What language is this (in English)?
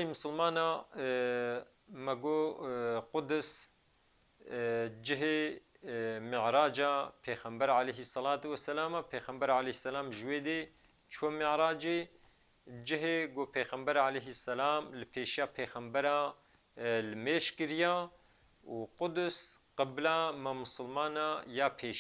Kurdish